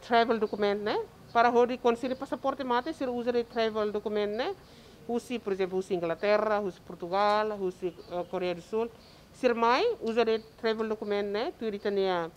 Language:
Tetum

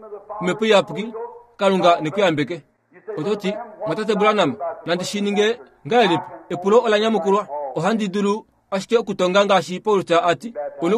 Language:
Kuanyama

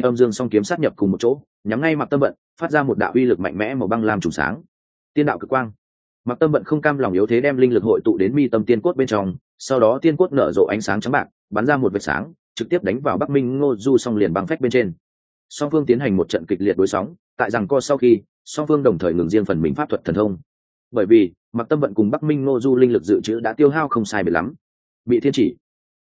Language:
Vietnamese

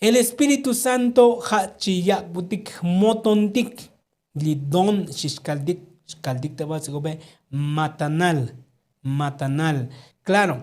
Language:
Tzotzil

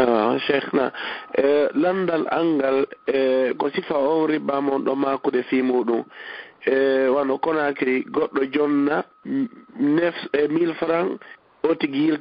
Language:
Fula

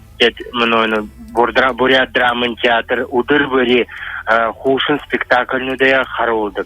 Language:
Buriat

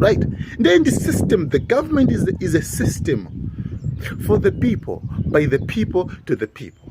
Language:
Nyanja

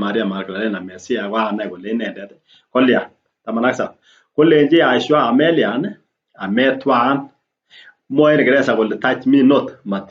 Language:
Kalenjin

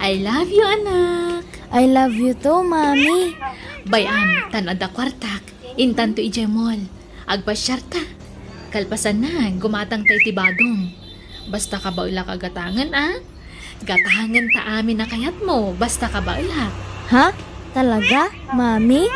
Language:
Iloko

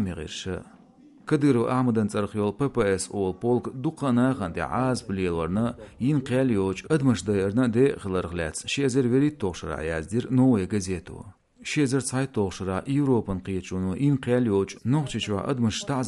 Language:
Chechen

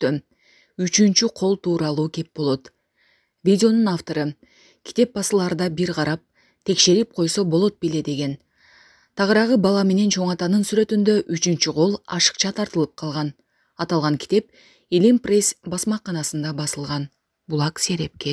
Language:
Kyrgyz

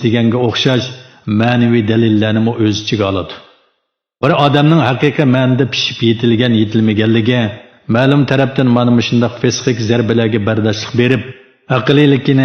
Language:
Uyghur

